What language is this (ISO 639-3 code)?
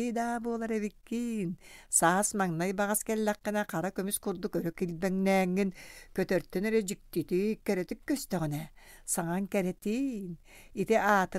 sah